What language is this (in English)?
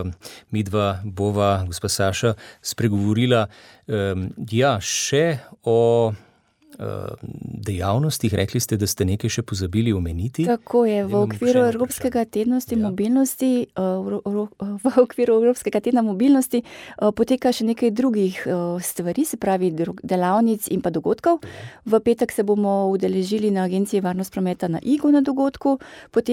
Slovenian